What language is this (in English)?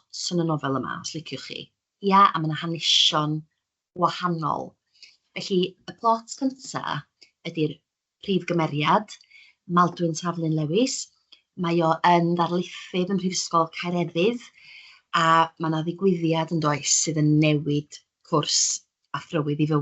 Welsh